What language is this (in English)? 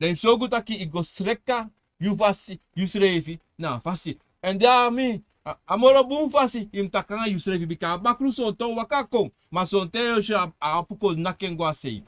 Sranan Tongo